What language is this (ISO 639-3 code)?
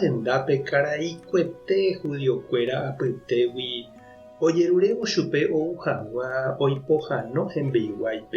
grn